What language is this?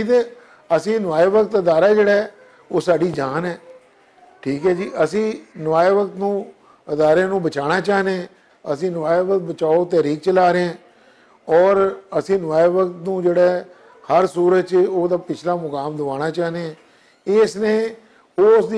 Western Panjabi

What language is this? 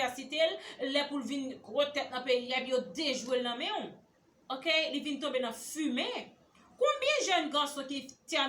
Haitian Creole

